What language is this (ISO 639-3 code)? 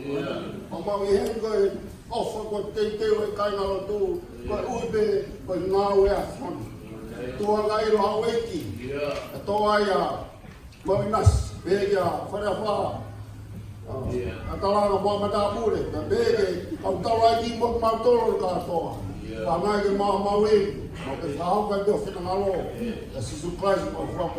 ton